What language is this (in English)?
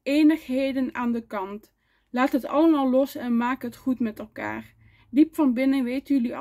Dutch